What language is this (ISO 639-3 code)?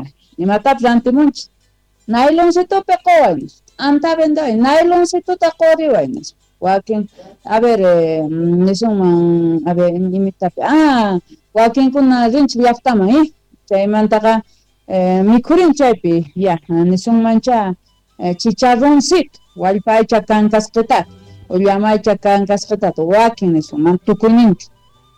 quh